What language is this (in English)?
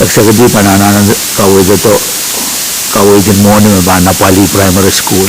Pohnpeian